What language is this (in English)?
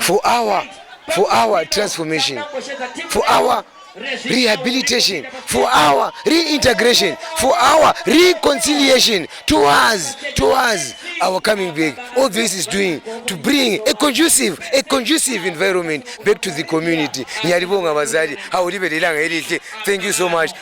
Shona